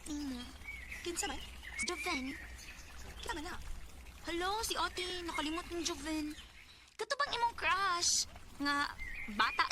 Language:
Cebuano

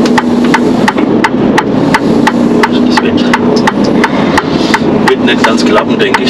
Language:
German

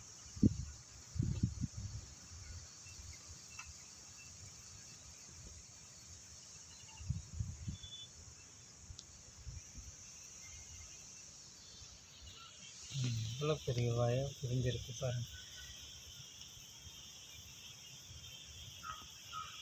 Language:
Tamil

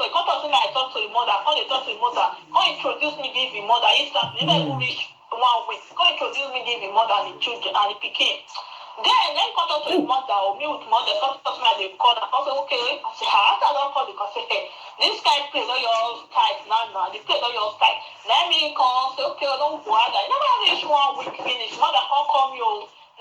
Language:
Nigerian Pidgin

